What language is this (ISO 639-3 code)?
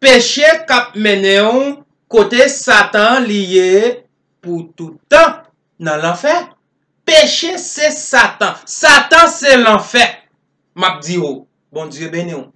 hat